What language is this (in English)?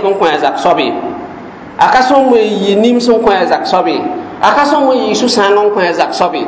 Mossi